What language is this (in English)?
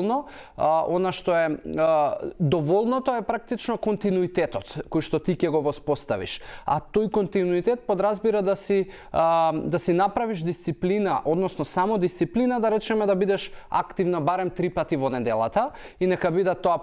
Macedonian